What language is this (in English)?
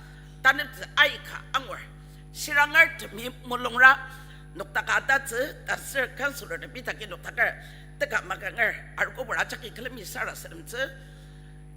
Ao Naga